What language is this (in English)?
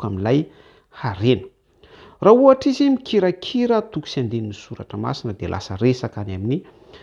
Malagasy